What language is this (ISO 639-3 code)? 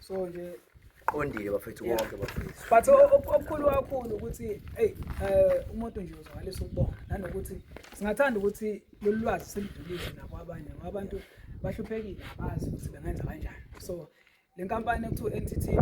zul